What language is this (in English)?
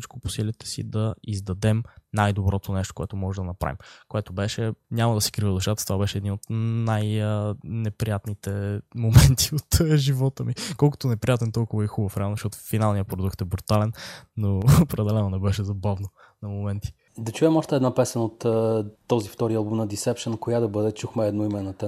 Bulgarian